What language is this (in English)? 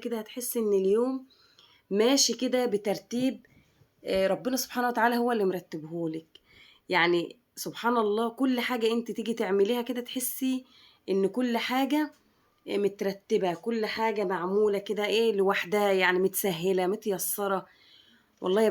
Egyptian Arabic